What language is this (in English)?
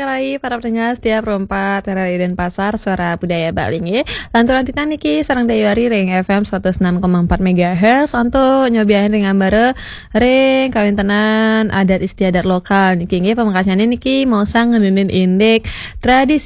Balinese